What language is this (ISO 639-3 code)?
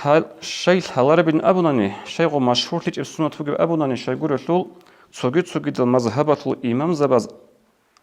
ava